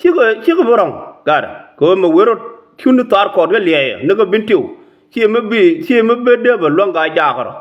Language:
Nuer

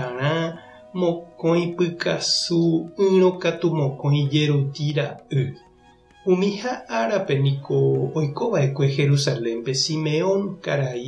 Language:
Guarani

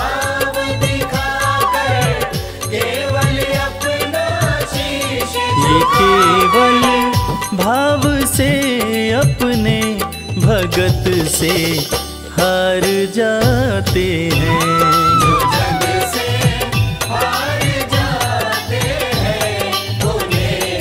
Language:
Hindi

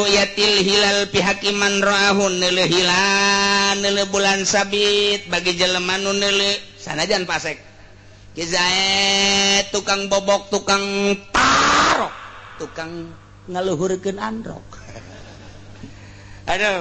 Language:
Sundanese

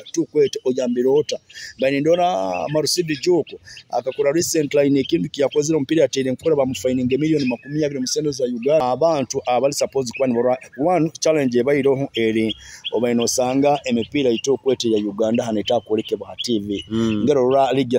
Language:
Nyoro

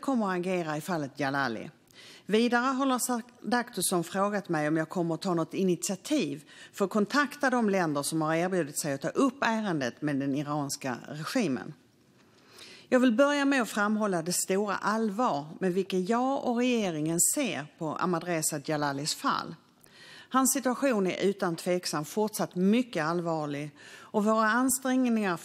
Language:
Swedish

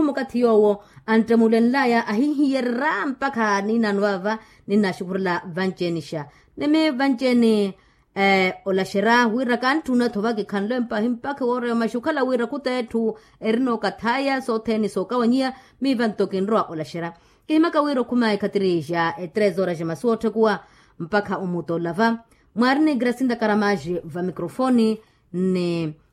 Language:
Makhuwa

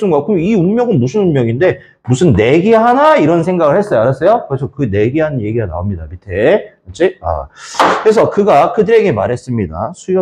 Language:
Korean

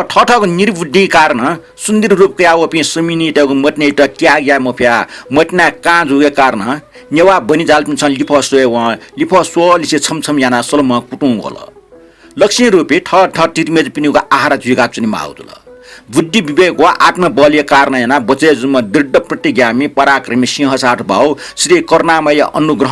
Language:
Newari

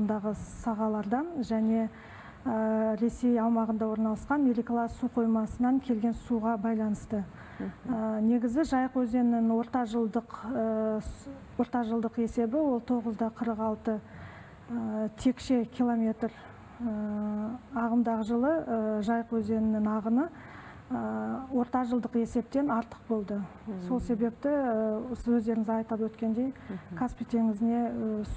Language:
Kazakh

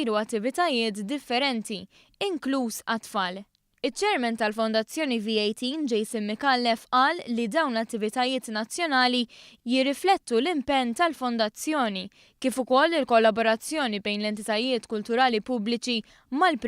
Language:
Maltese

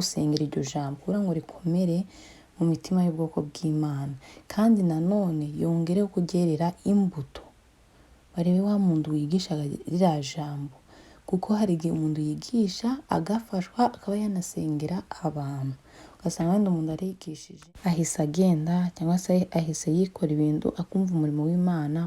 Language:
Kinyarwanda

